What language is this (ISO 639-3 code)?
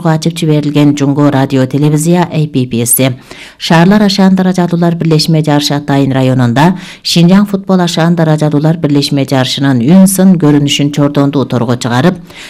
kir